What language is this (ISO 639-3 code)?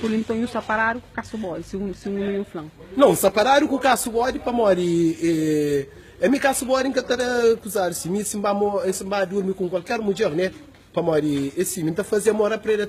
kea